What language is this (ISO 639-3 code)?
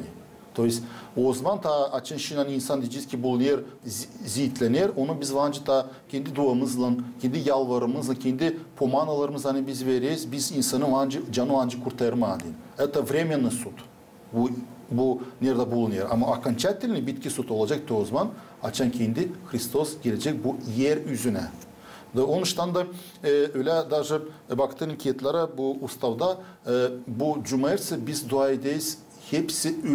gag